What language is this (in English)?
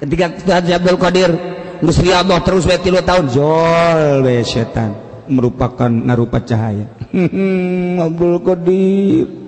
Sundanese